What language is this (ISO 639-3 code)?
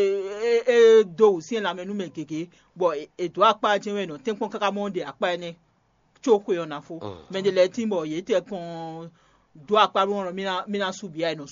fon